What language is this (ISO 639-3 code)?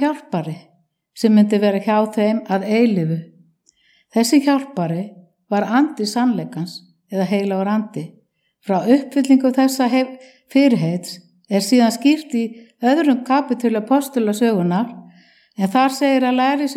isl